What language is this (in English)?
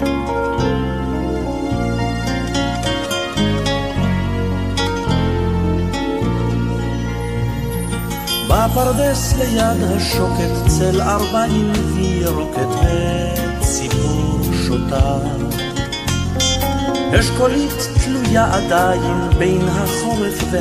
Hebrew